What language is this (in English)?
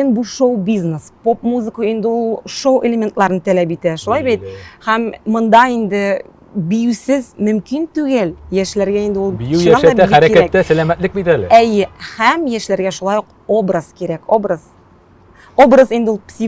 Tatar